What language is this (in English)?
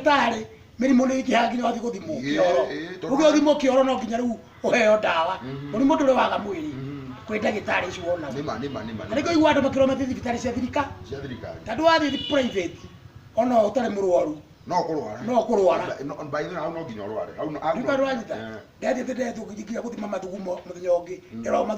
Kikuyu